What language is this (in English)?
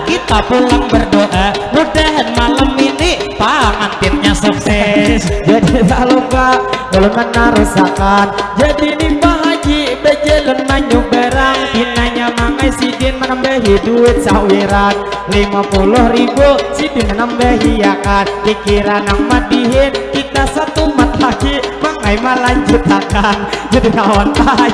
Banjar